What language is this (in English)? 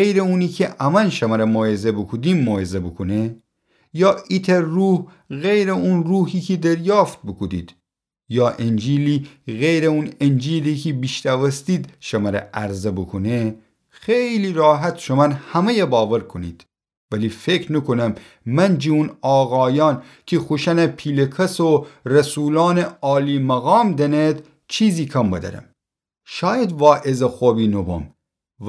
Gilaki